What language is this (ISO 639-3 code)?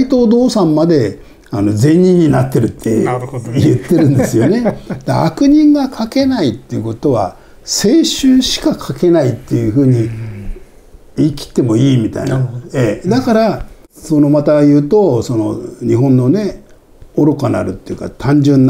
jpn